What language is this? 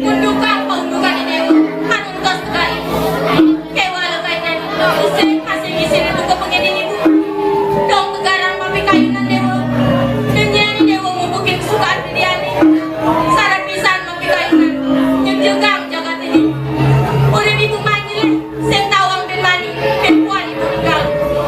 Balinese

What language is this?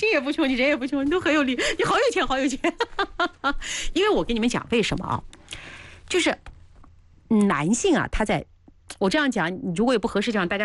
Chinese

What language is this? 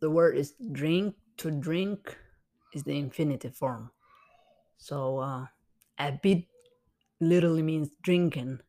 English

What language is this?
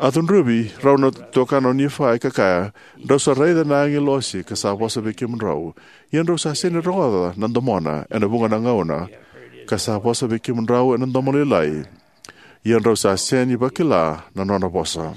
Fijian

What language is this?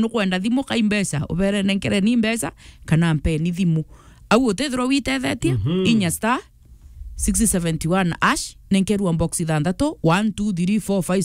Meru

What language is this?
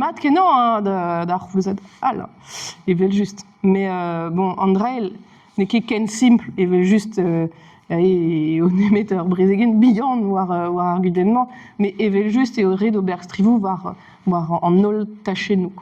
Breton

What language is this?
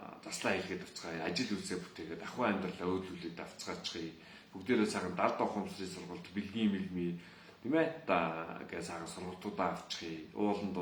Mongolian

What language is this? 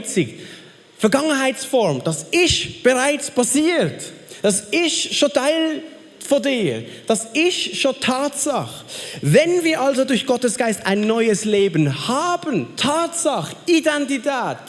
Swiss German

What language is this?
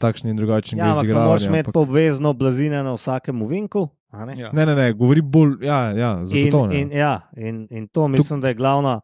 Slovenian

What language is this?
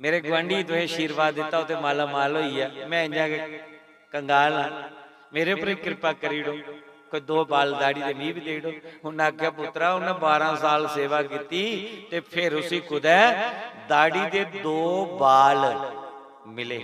Dogri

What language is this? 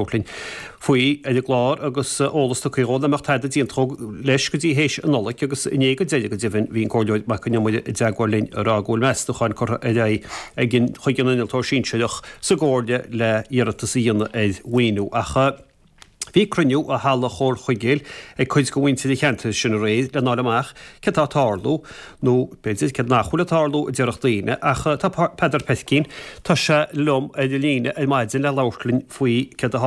Irish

